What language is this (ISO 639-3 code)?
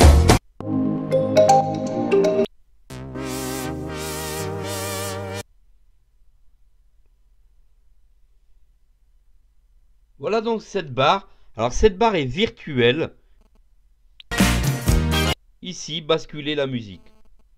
fra